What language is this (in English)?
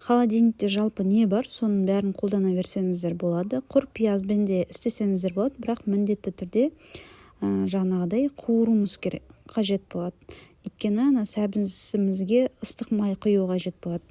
Kazakh